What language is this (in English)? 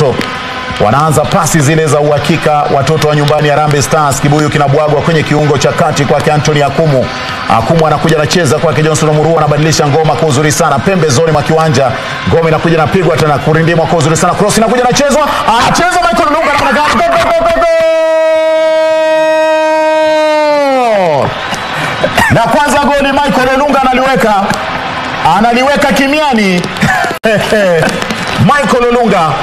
Swahili